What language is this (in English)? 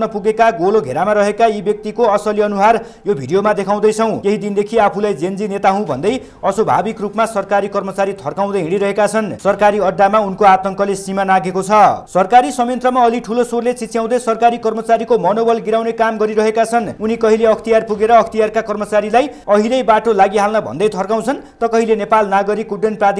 Nepali